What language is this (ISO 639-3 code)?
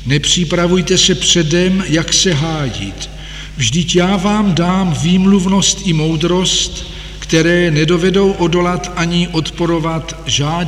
ces